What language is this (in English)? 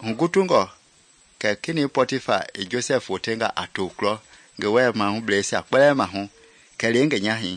Mende